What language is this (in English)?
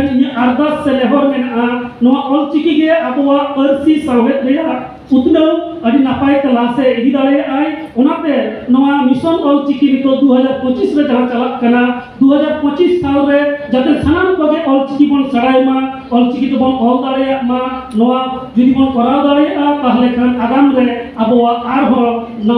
Santali